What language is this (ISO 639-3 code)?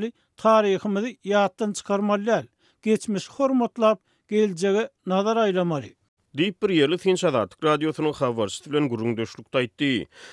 tuk